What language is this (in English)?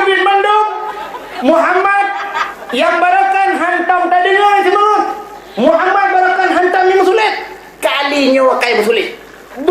Achinese